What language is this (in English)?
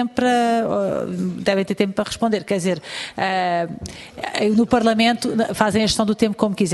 Portuguese